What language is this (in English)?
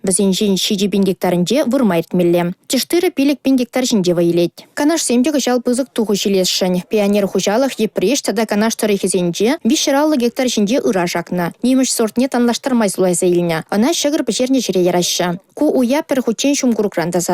Chuvash